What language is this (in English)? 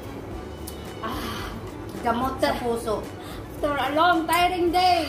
Filipino